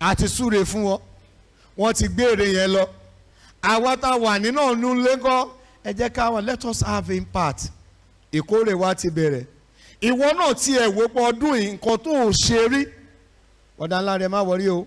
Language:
Yoruba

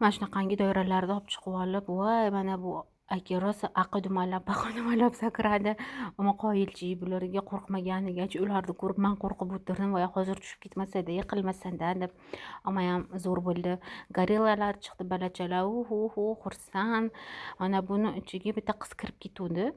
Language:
Uzbek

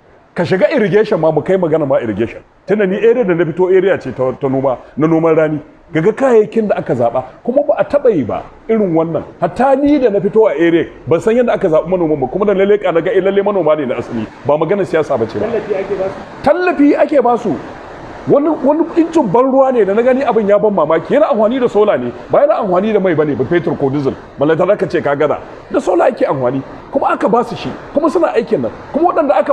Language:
Hausa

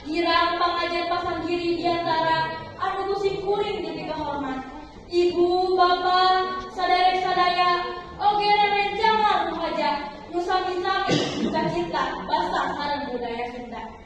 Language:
Sundanese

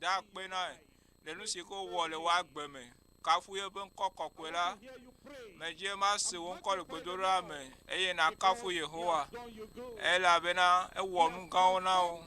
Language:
Ewe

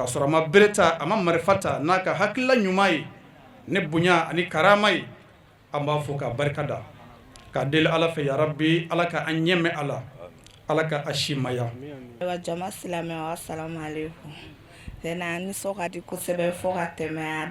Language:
Bambara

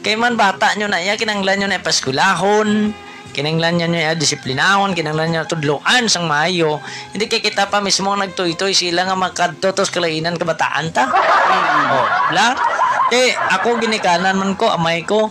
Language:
Hiligaynon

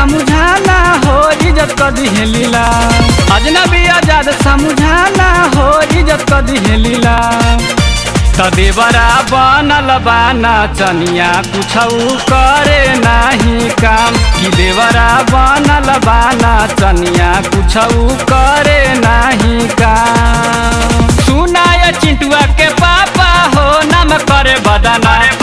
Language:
Bhojpuri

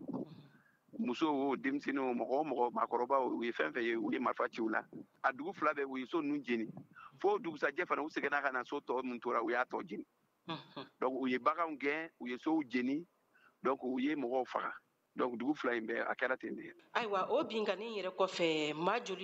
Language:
Bambara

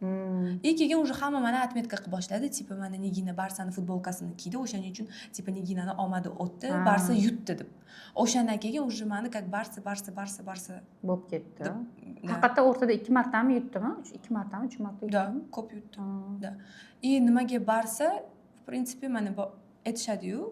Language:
Uzbek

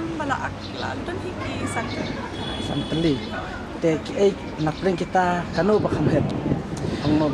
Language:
Khasi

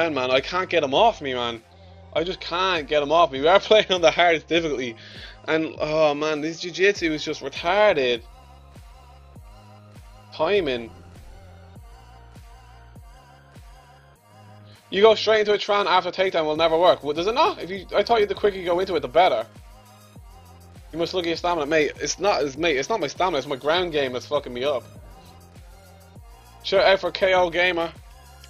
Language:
English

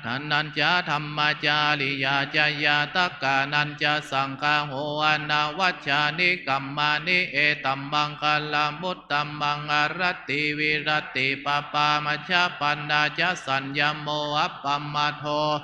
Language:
Pali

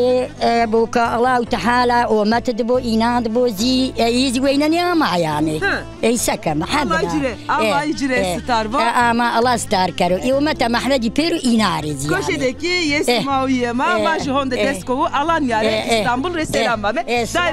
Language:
Zaza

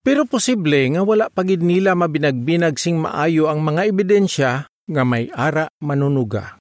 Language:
Hiligaynon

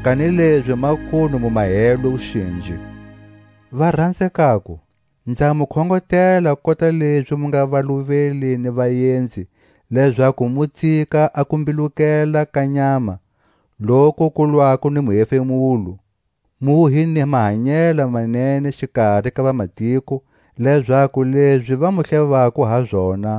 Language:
Tswa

